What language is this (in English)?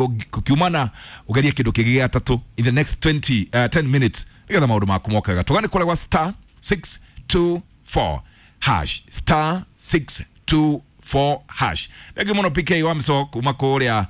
Kikuyu